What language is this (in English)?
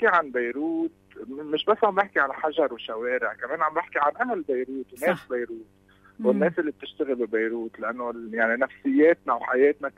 North Levantine Arabic